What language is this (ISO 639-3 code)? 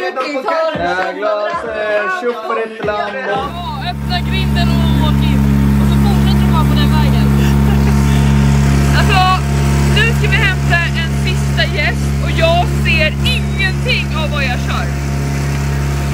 swe